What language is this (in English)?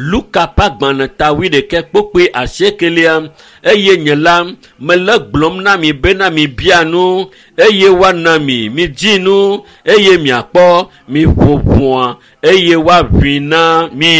Ewe